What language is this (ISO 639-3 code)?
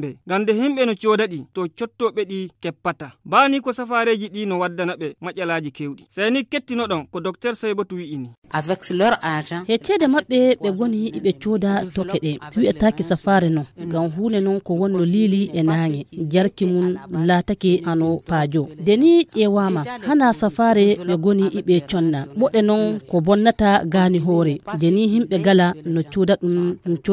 fuv